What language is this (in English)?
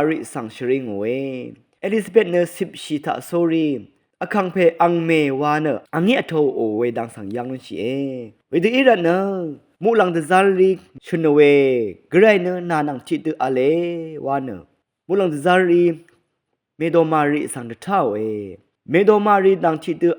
Rawang